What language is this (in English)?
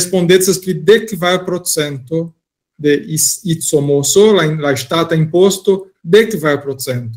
Esperanto